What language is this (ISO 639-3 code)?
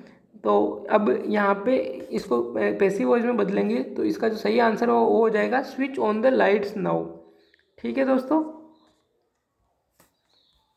hin